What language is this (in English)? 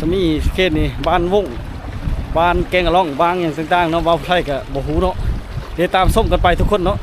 Lao